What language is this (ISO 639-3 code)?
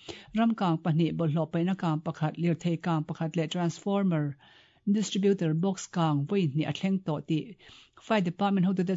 lus